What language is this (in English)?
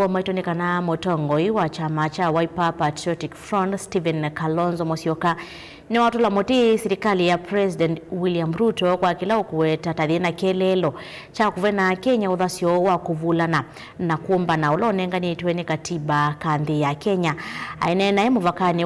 Kamba